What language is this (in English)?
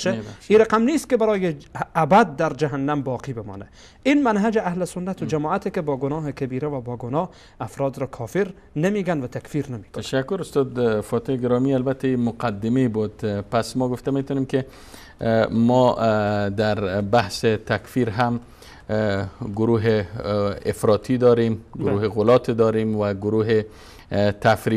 Persian